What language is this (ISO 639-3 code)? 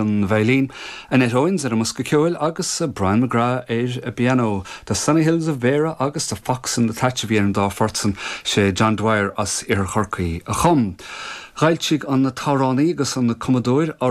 gle